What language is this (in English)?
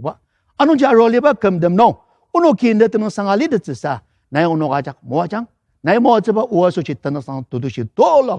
Ao Naga